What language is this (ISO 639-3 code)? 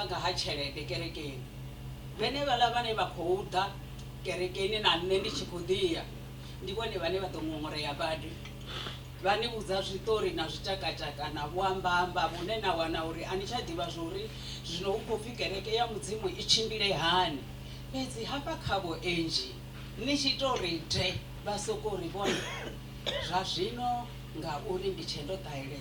ven